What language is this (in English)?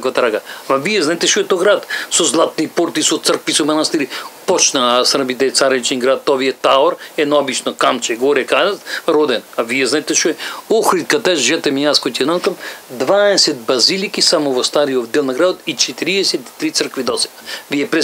Macedonian